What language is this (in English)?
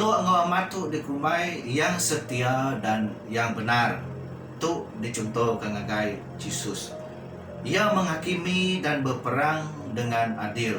Iban